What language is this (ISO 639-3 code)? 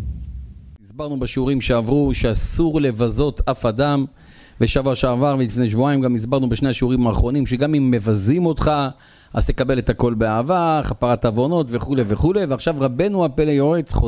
heb